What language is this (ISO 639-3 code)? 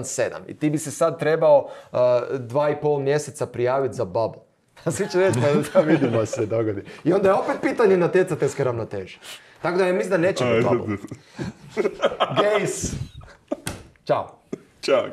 hrv